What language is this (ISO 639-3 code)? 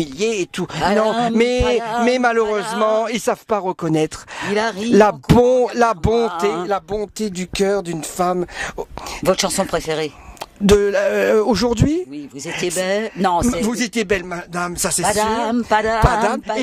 fra